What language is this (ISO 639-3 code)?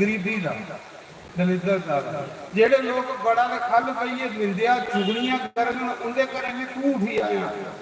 doi